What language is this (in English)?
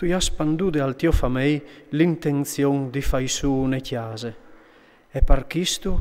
Friulian